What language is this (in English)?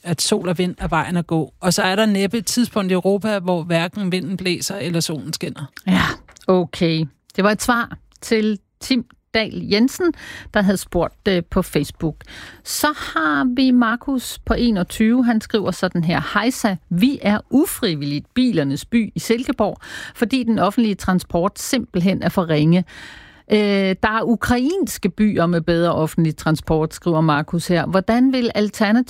Danish